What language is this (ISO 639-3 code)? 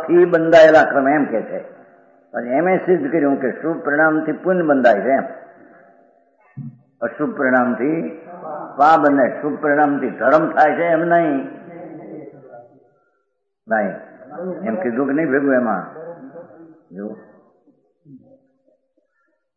guj